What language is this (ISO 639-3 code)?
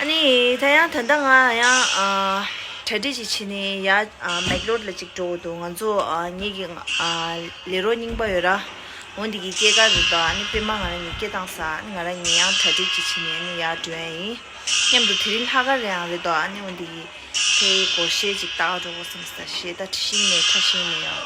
bod